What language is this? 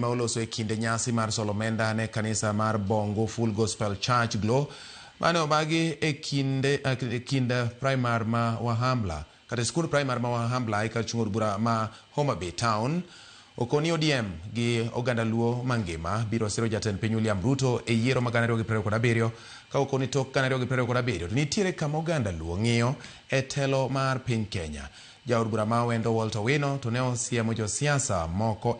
Luo (Kenya and Tanzania)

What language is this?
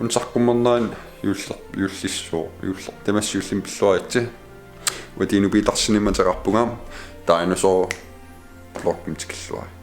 Kalaallisut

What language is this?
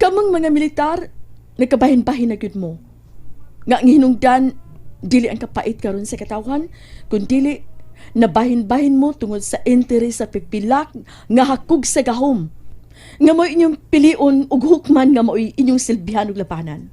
Cebuano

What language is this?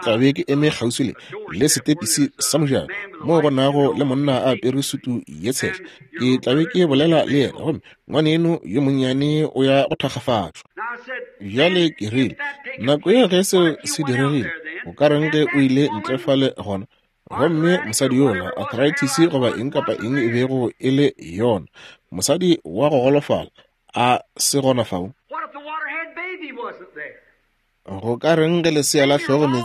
Northern Sotho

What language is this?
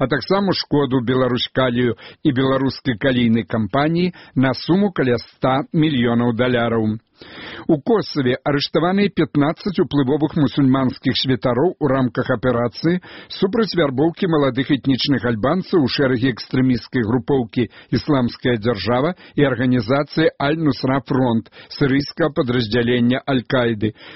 Belarusian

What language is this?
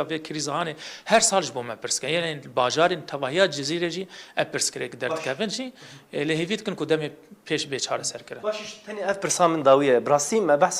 Kurdish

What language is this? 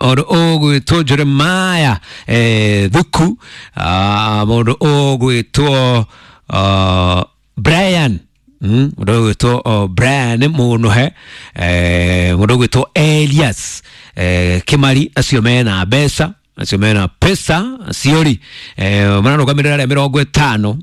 Kikuyu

